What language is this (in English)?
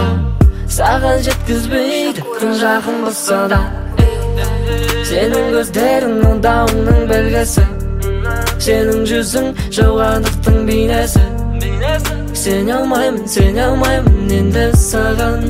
Kazakh